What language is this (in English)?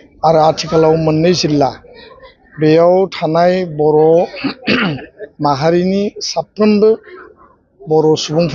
Bodo